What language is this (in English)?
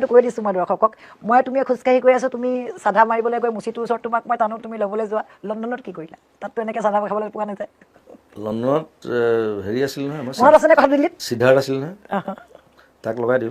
Assamese